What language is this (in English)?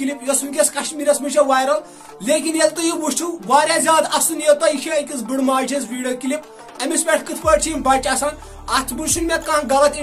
Kashmiri